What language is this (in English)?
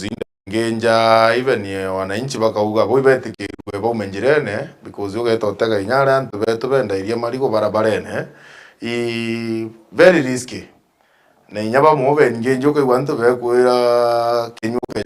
Meru